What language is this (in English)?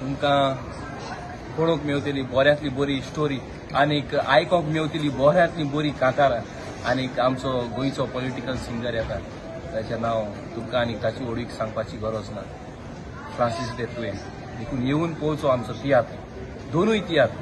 Konkani